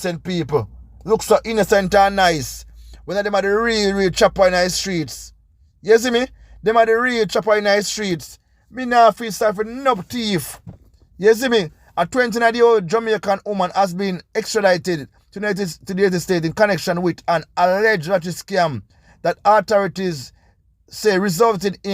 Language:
Jamaican Creole English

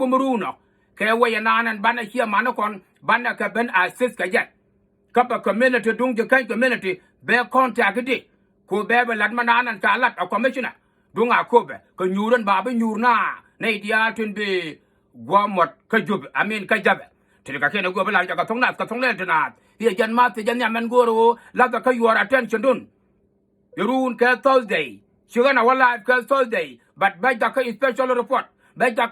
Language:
Nuer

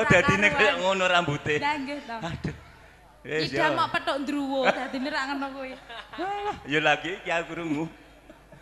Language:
Javanese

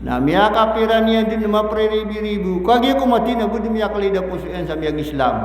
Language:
Maranao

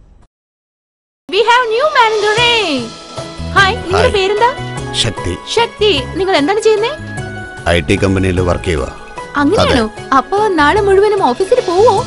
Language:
Malayalam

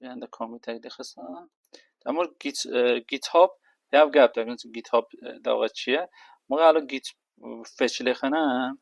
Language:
Kurdish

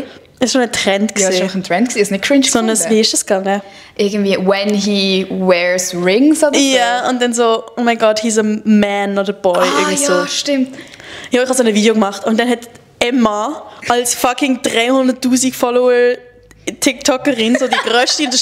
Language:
Swiss German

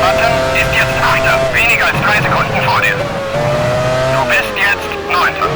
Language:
Bavarian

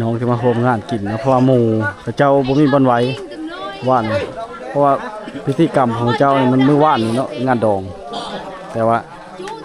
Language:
Lao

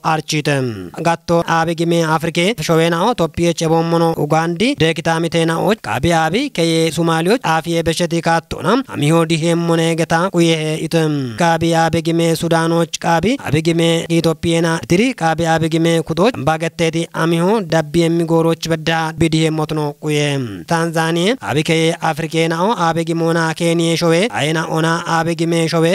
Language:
Kafa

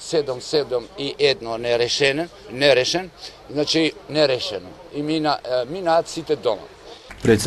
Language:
Macedonian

